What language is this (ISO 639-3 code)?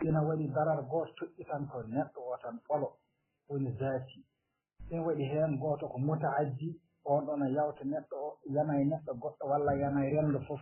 ful